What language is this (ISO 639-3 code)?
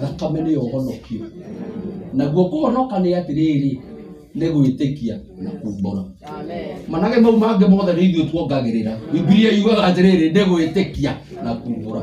kik